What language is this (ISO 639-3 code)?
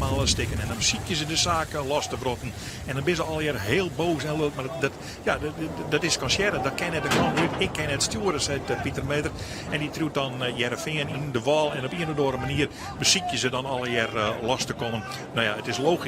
fry